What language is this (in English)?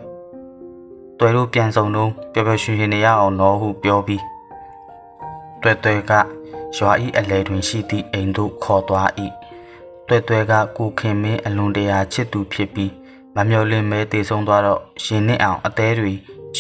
Burmese